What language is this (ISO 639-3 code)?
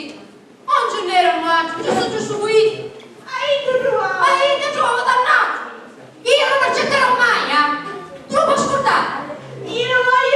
scn